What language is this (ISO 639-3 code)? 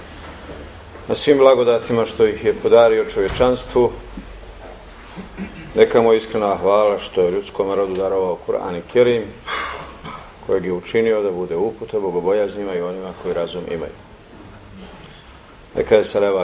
bos